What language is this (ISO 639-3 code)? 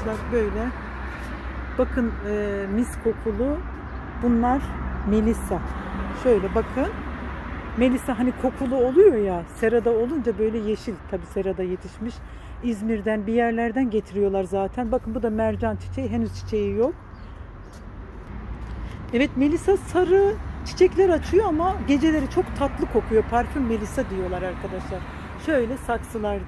tur